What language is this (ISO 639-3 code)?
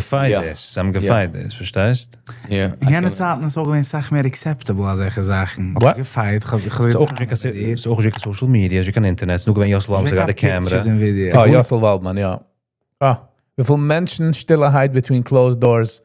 yid